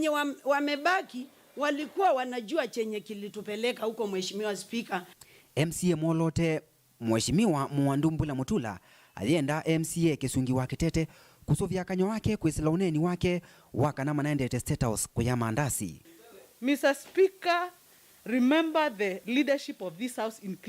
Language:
Kamba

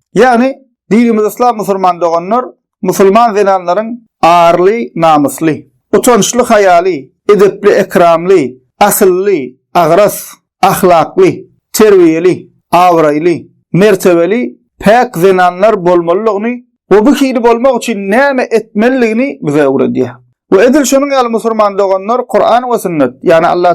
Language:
Turkmen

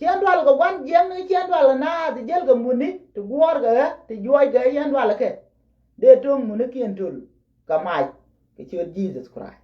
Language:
Nuer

